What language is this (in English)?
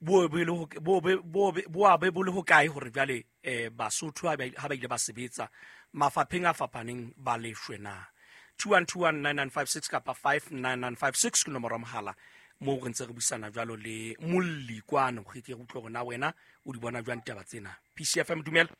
Southern Sotho